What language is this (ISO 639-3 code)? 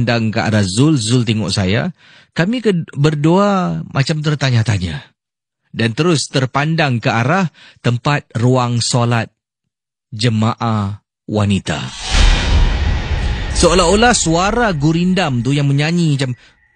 msa